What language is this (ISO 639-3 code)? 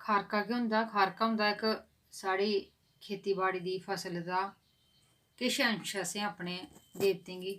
doi